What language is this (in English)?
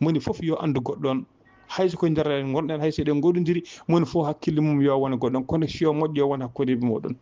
Fula